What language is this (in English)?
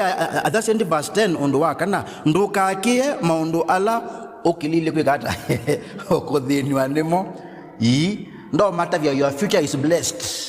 Kamba